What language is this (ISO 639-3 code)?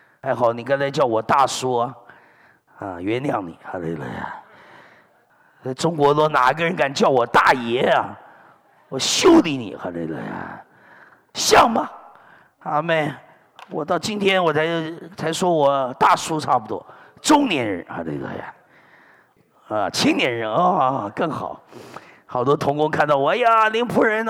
zho